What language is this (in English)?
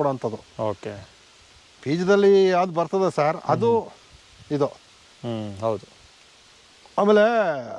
Kannada